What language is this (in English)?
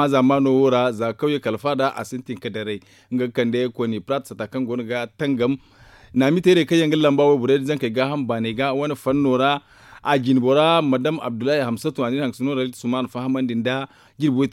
Zarma